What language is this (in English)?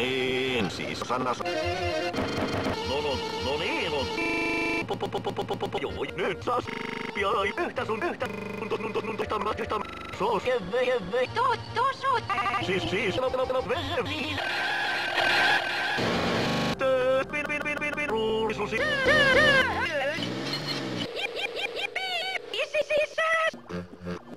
Finnish